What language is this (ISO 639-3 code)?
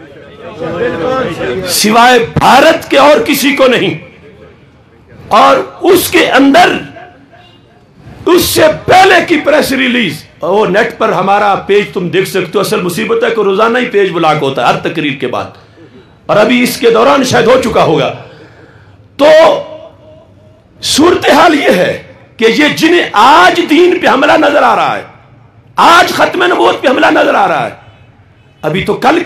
urd